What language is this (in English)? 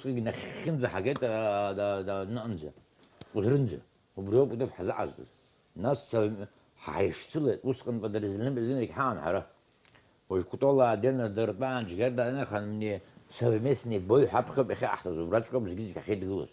Abkhazian